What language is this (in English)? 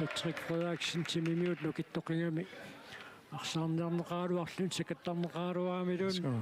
Kalaallisut